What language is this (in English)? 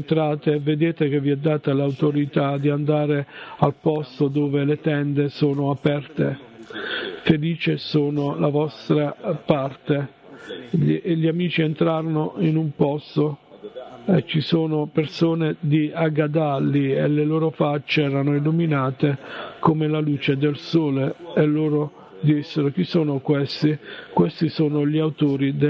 Italian